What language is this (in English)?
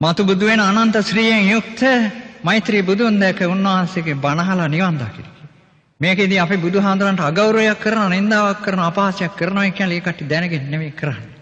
Sinhala